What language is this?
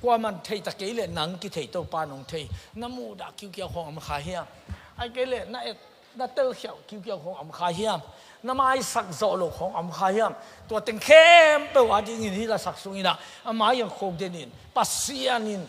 Tedim Chin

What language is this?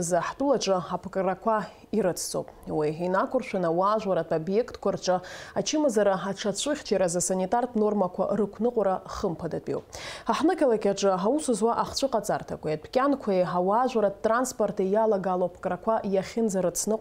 Abkhazian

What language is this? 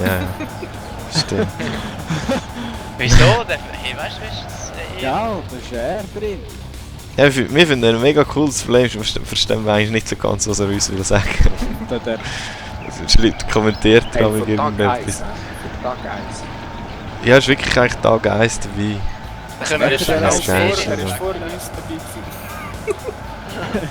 Swiss German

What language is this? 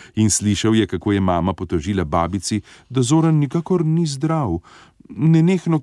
Slovenian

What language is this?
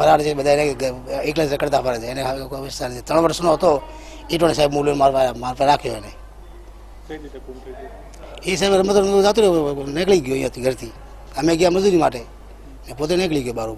Gujarati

